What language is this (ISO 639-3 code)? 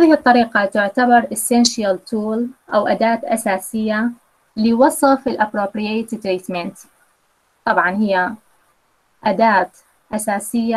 ara